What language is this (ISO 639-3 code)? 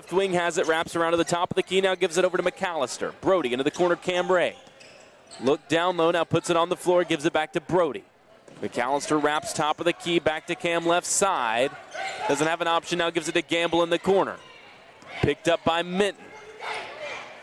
eng